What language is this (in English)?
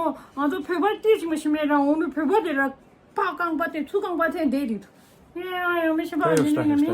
Tibetan